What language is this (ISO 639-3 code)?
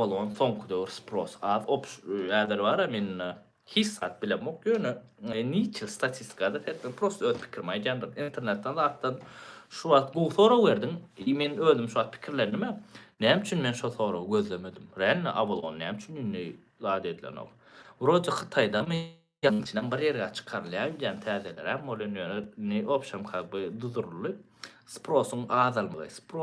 tuk